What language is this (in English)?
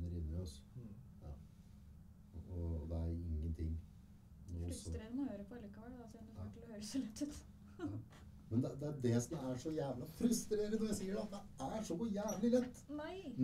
Norwegian